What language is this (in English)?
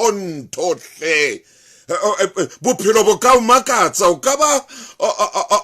Southern Sotho